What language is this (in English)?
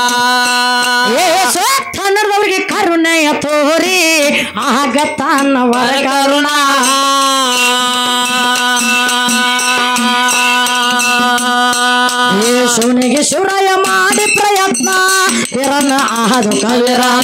Kannada